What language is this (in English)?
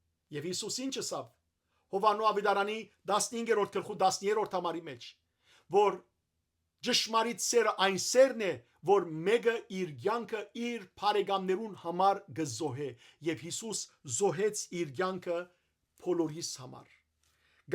Western Armenian